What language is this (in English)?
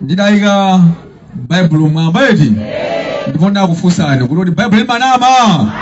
Nyanja